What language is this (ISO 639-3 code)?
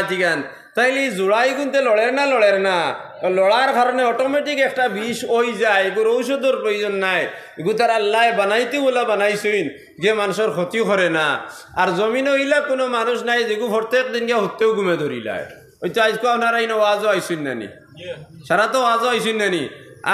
syl